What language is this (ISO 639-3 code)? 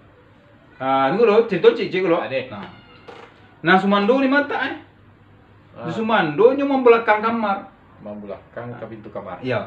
min